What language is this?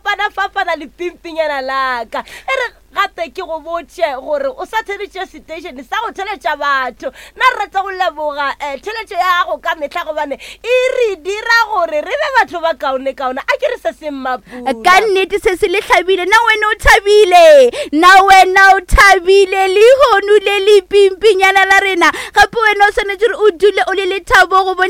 Northern Sotho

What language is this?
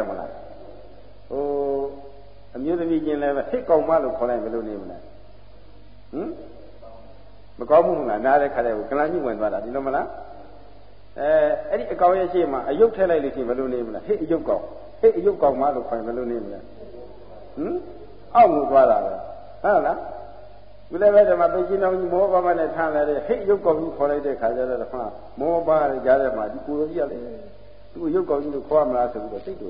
Burmese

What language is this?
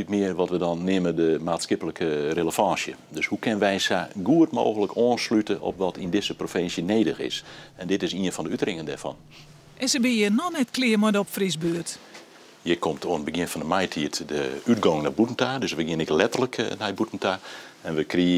Western Frisian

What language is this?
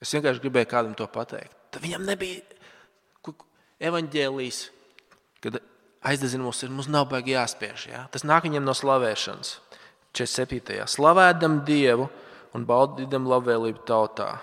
Latvian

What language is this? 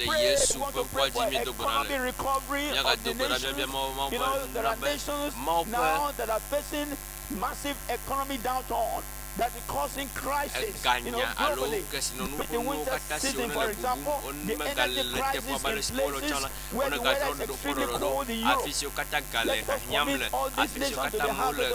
Ewe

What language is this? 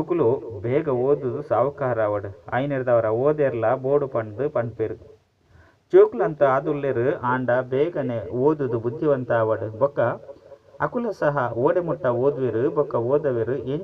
Tulu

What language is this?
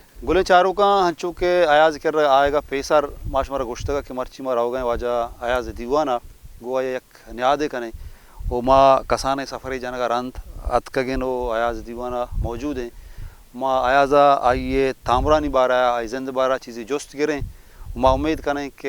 Baluchi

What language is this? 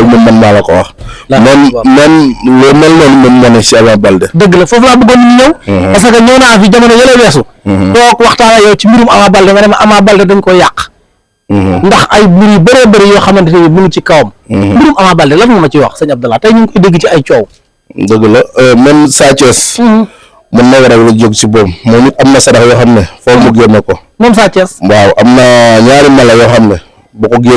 Wolof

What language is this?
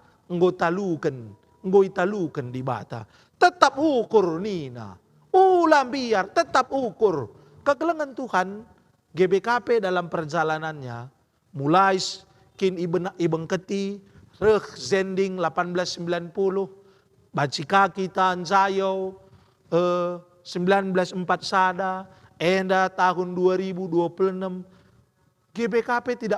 Batak Karo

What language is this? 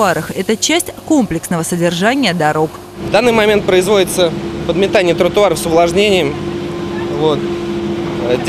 Russian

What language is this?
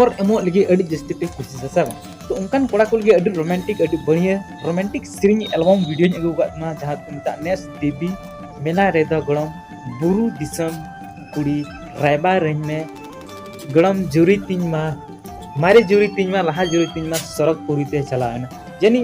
Santali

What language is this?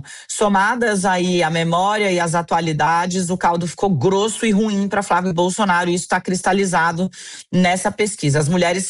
Portuguese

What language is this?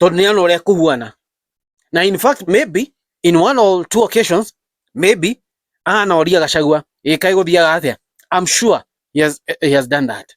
Kikuyu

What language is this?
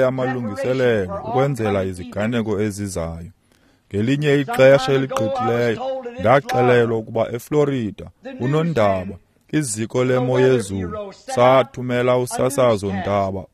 Xhosa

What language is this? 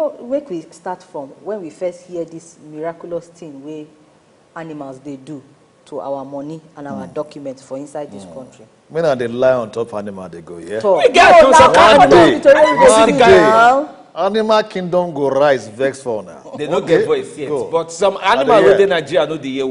Nigerian Pidgin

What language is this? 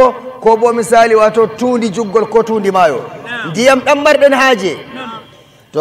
Nigerian Fulfulde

